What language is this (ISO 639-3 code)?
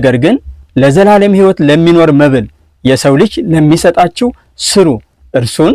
amh